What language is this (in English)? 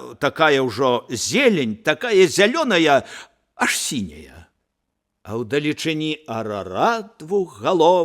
Belarusian